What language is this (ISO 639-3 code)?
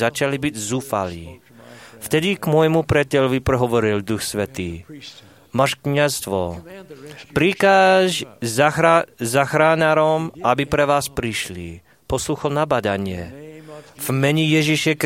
slk